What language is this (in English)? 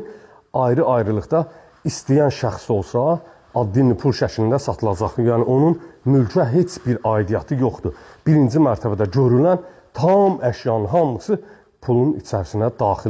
Azerbaijani